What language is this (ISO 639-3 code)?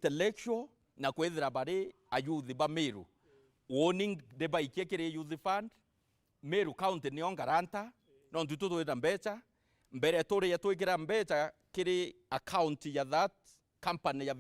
mer